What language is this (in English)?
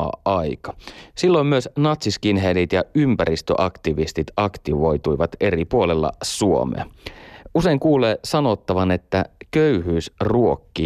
Finnish